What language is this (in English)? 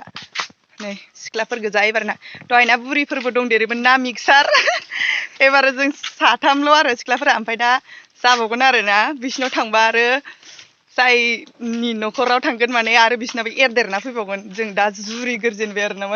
Bodo